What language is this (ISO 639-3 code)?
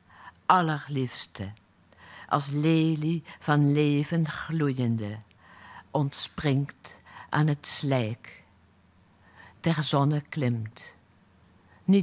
nld